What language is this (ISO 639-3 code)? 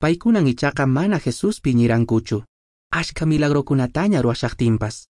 que